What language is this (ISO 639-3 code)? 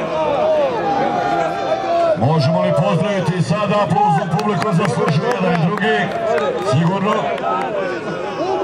hrv